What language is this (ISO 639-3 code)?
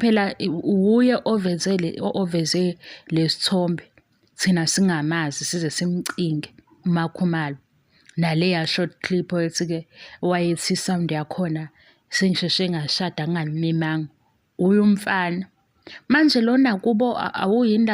zul